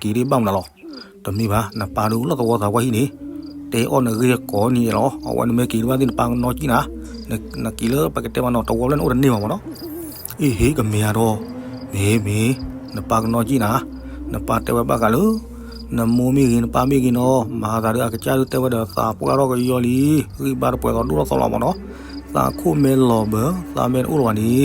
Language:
S'gaw Karen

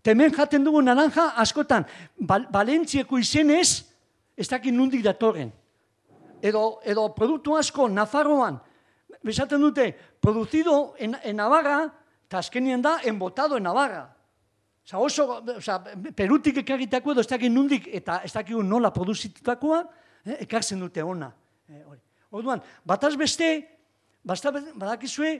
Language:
Basque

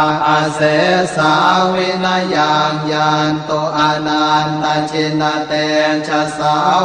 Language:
Pali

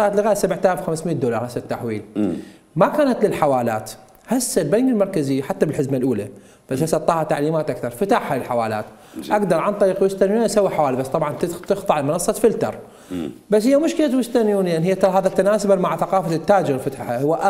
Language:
Mesopotamian Arabic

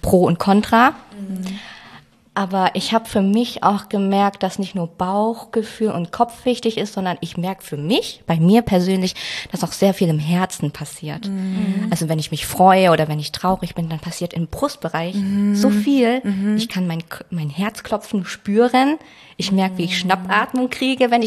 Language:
German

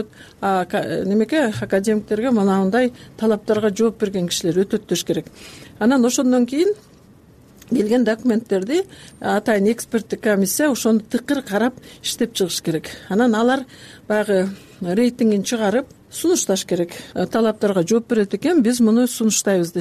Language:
Kyrgyz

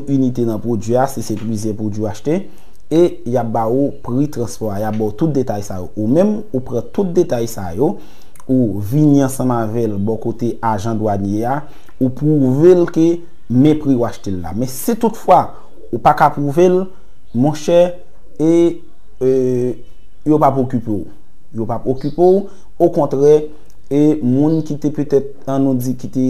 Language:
Haitian Creole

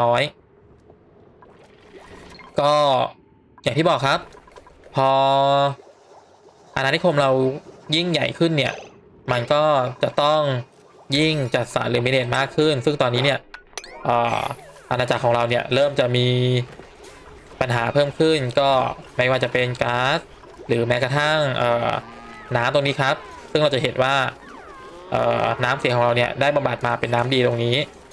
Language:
Thai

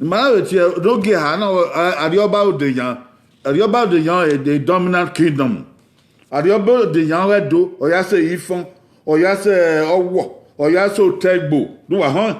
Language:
Bini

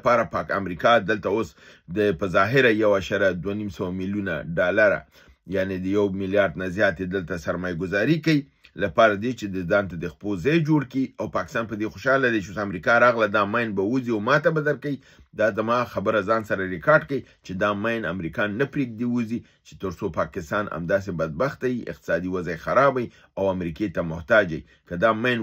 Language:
Pashto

